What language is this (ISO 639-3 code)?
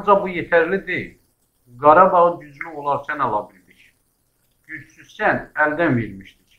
azb